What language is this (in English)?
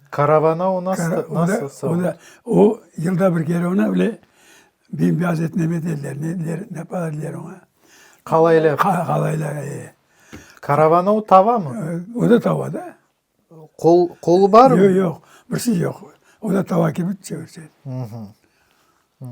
Crimean Tatar